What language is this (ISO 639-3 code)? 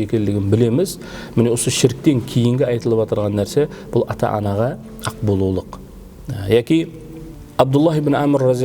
kaa